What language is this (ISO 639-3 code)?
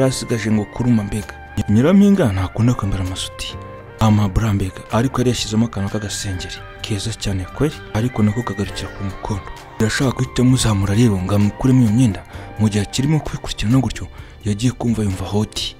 kin